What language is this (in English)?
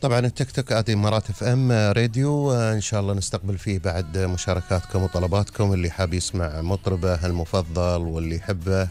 Gulf Arabic